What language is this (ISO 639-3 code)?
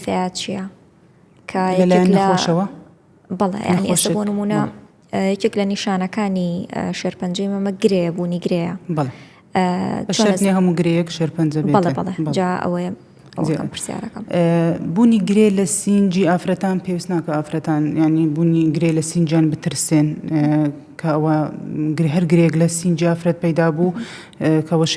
ckb